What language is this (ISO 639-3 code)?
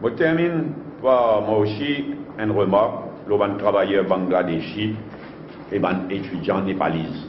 mfe